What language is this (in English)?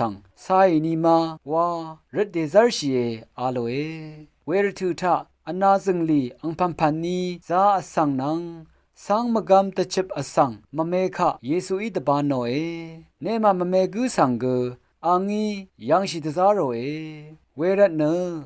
Rawang